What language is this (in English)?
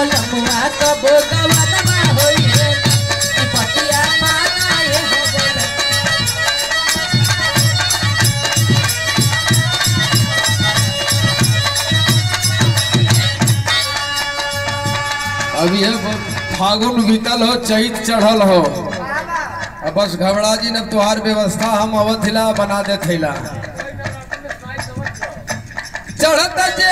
Bhojpuri